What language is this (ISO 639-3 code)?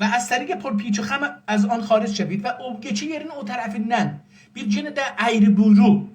azb